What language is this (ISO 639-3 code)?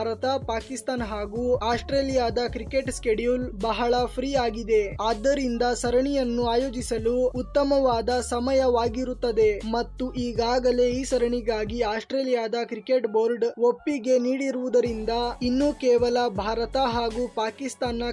kan